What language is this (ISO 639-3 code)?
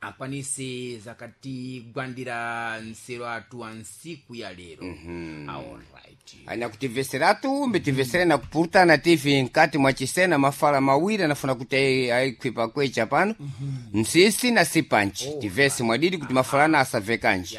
seh